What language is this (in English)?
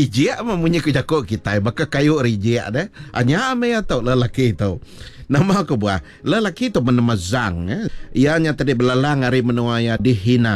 Iban